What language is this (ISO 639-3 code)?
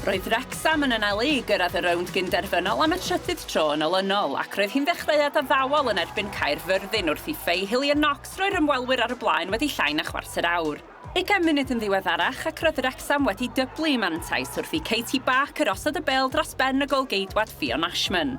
cym